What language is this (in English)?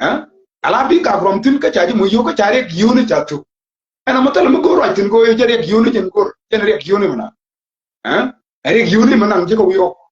Nuer